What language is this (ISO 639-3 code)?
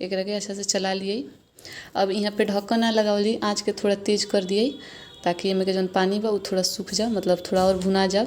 bho